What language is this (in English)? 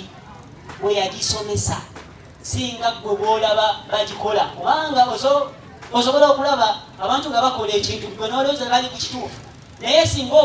Ganda